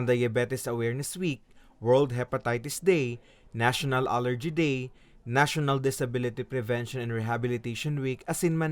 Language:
Bikol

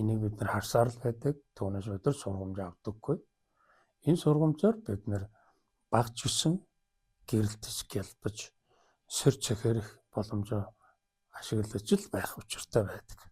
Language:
Mongolian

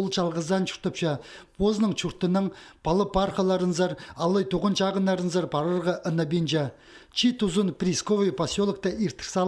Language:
Khakas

